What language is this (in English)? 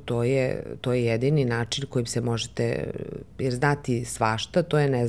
Serbian